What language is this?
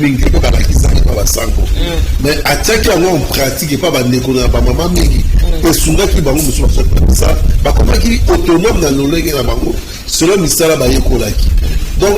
Lingala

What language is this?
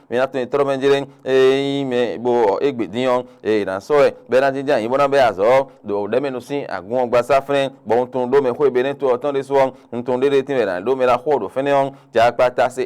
Fon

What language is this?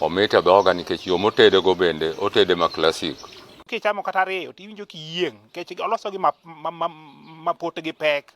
Luo (Kenya and Tanzania)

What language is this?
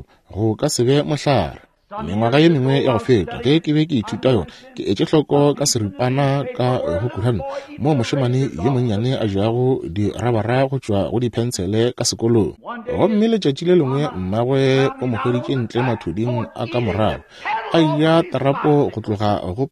Northern Sotho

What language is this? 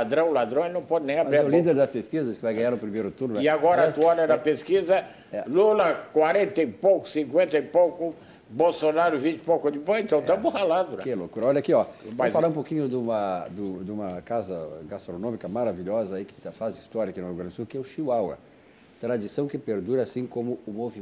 Portuguese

